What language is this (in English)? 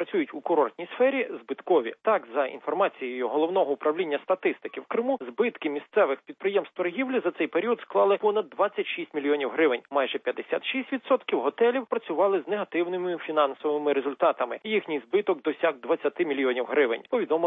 Ukrainian